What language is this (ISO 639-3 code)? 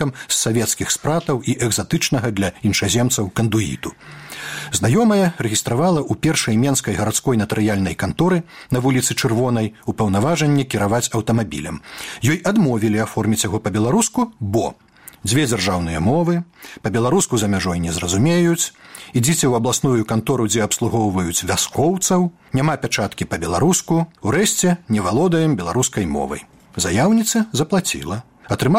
bel